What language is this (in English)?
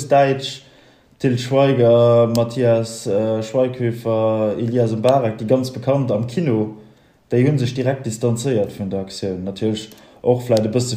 Luxembourgish